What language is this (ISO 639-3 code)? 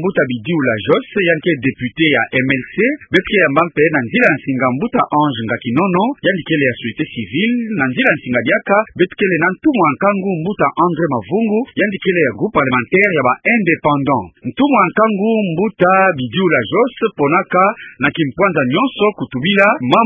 ktu